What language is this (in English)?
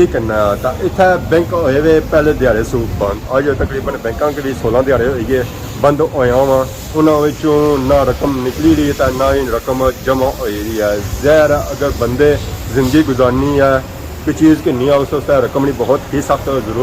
Pahari-Potwari